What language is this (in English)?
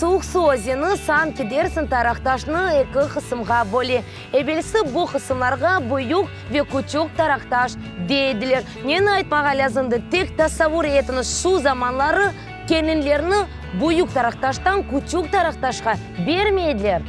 Crimean Tatar